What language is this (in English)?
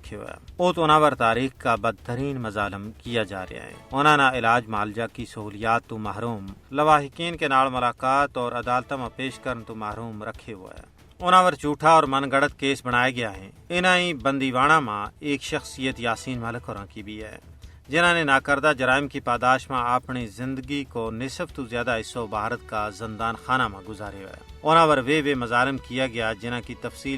Gujari